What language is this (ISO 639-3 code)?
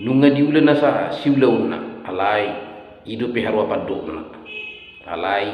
bbc